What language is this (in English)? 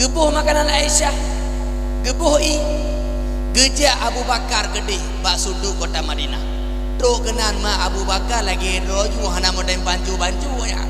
Achinese